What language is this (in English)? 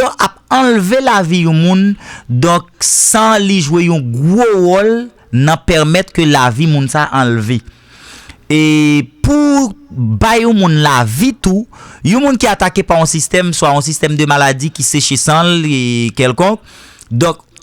Haitian Creole